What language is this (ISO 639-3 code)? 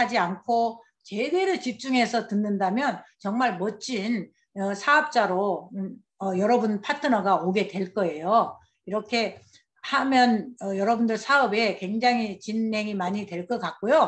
kor